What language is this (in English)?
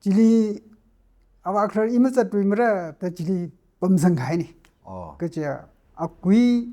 Tangkhul Naga (India)